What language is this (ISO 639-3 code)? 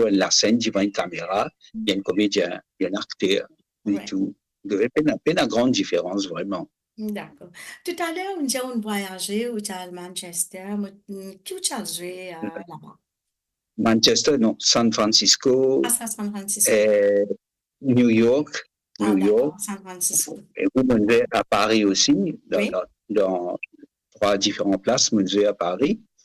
mfe